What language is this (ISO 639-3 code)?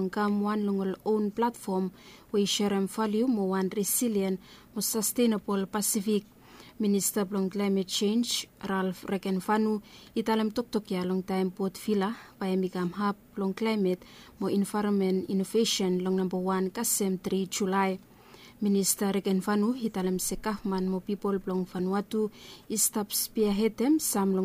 bis